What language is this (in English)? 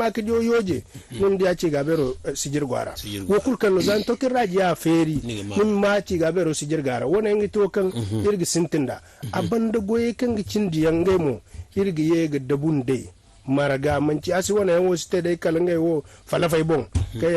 Zarma